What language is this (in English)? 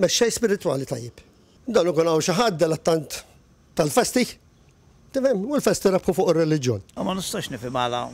Maltese